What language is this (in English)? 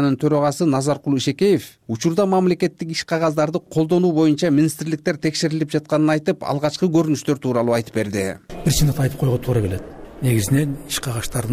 Kyrgyz